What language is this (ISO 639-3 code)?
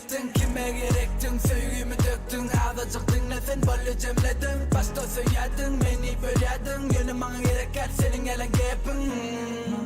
tuk